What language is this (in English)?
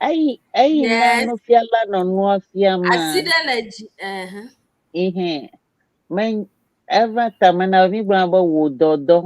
Ewe